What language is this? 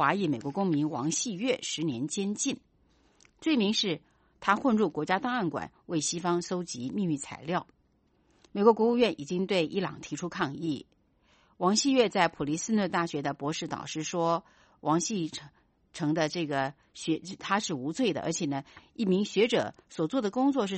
Chinese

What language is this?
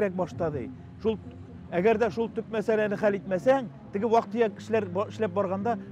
Tatar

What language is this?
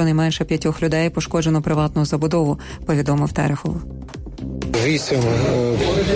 Ukrainian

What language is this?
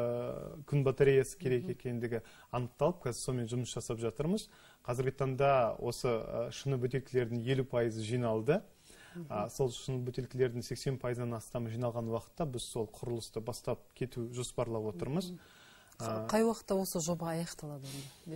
Kazakh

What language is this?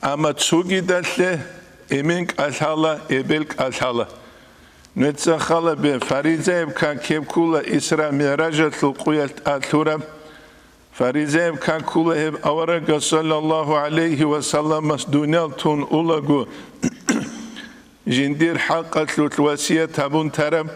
Avaric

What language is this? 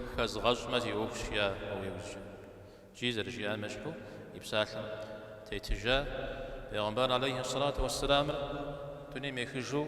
Kabardian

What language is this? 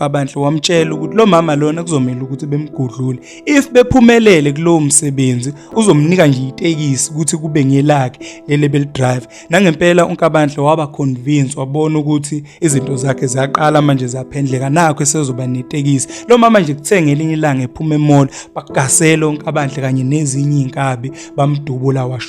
Zulu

